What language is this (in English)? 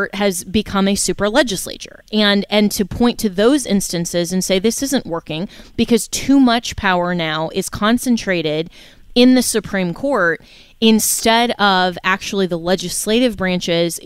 English